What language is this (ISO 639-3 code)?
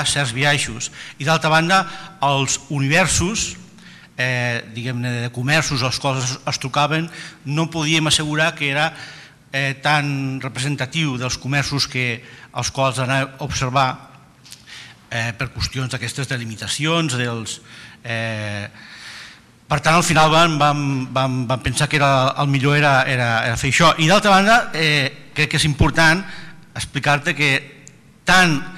cat